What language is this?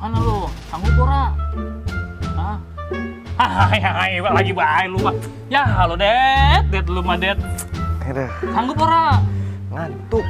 Betawi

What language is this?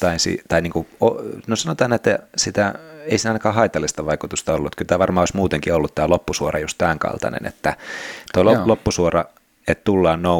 Finnish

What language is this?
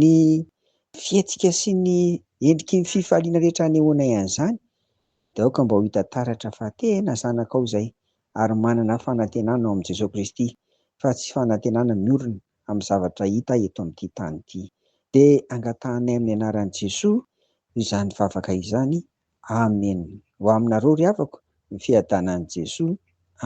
Malagasy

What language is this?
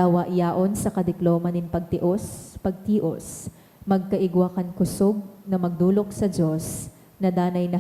Bikol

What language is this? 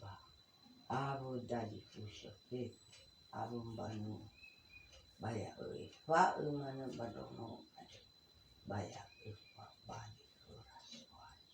Nias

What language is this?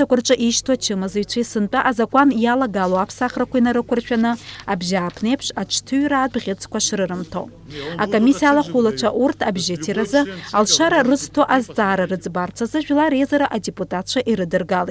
Abkhazian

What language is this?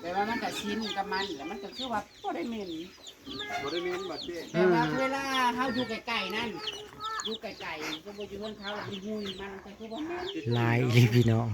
Northeastern Thai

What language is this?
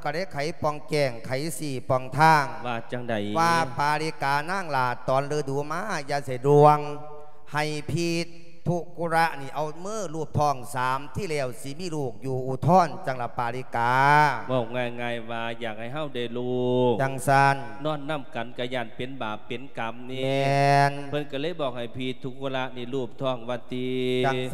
Lao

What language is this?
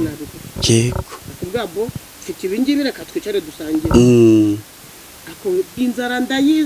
Kinyarwanda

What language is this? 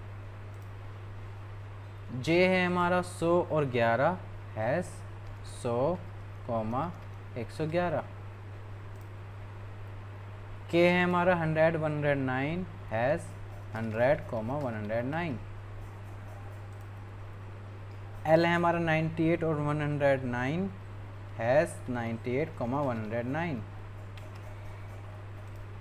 Hindi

